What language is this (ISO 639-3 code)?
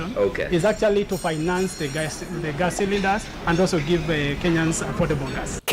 kam